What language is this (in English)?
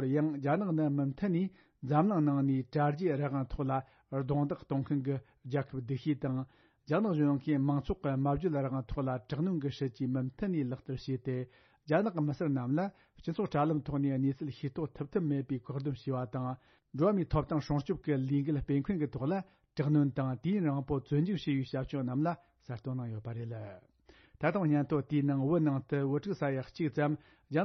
Tibetan